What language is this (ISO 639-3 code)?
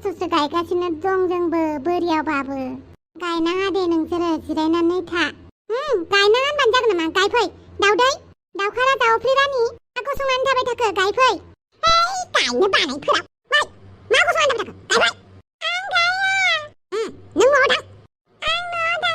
brx